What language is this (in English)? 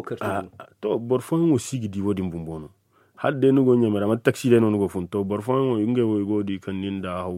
Zarma